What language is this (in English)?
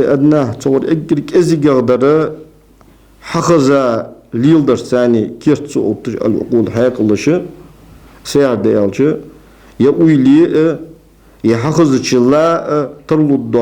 Ingush